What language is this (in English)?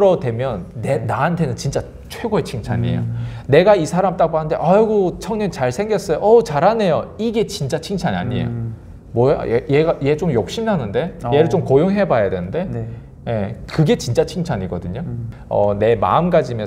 Korean